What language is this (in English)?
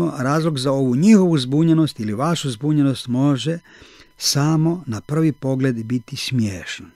Croatian